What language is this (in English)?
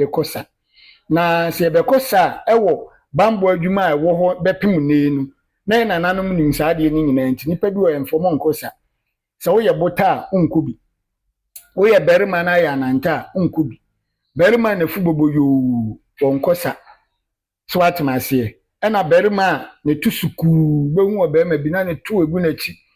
Akan